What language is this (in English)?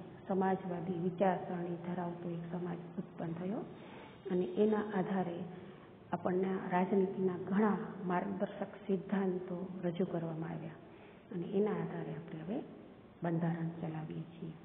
Gujarati